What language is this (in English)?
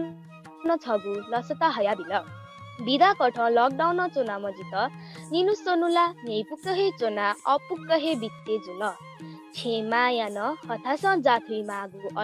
Newari